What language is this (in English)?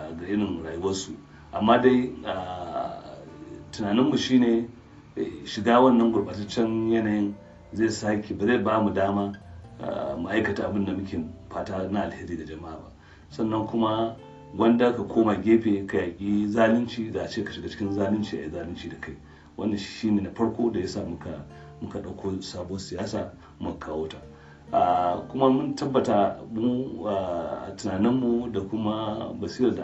Hausa